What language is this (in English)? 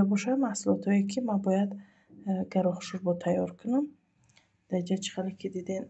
Tajik